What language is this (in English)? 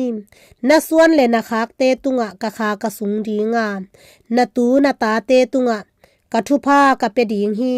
Tedim Chin